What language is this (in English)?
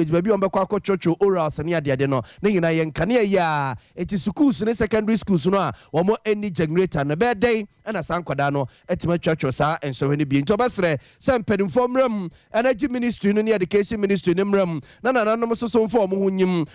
Akan